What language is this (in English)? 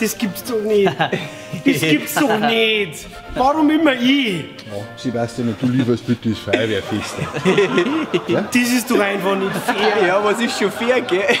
Bavarian